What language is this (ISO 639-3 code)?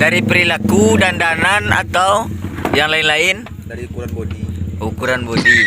min